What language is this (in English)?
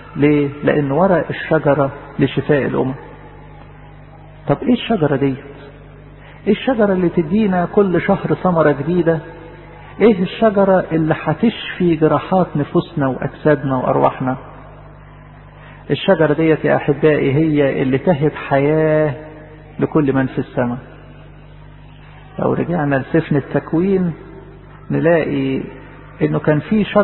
Egyptian Arabic